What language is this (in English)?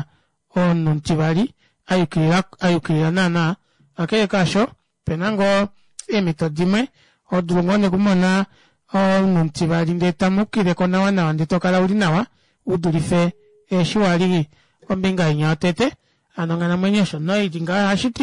Kuanyama